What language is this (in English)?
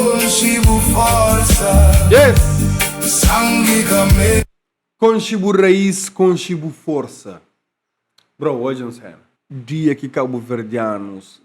Kabuverdianu